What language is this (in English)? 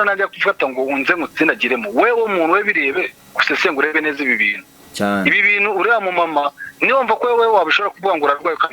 Kinyarwanda